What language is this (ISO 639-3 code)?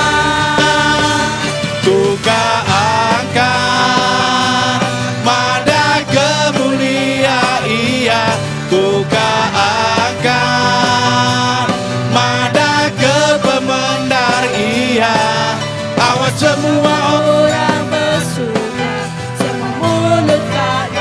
iba